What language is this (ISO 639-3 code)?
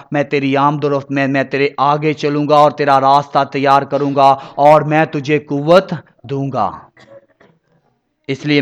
urd